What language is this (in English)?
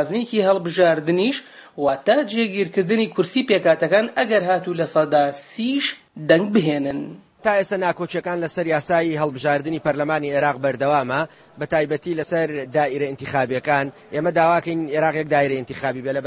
Central Kurdish